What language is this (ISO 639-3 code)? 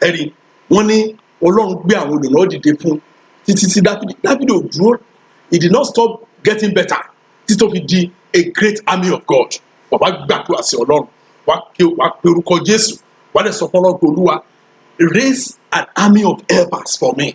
yor